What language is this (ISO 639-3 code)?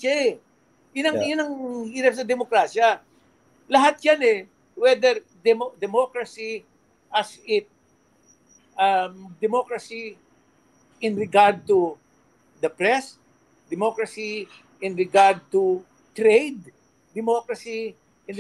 fil